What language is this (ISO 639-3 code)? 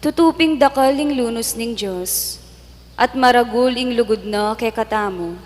pam